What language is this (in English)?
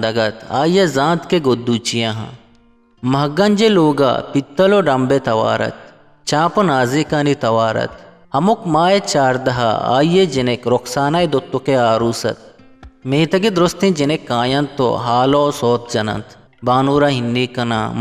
Eastern Balochi